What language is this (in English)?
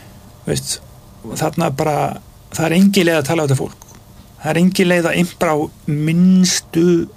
Icelandic